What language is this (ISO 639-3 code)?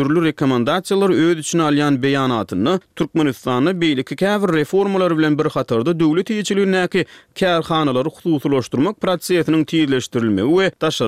tuk